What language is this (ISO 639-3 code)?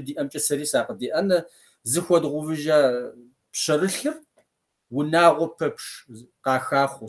kbd